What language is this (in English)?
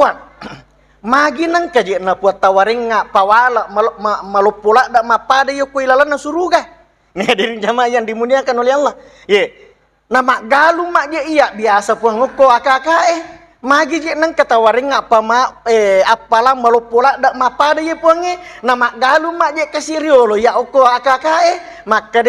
Buginese